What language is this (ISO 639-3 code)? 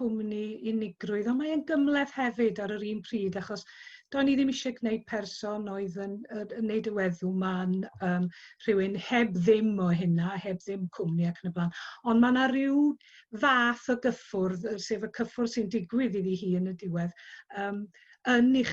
cym